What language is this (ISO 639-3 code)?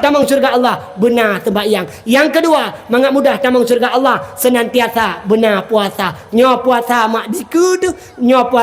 ace